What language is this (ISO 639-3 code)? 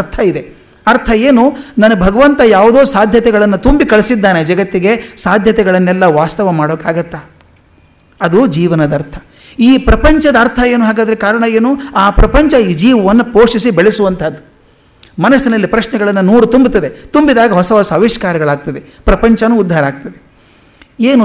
kan